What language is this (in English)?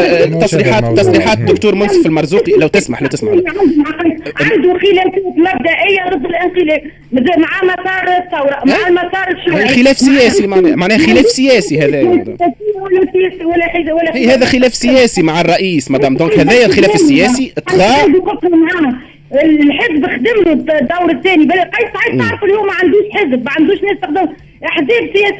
Tunisian Arabic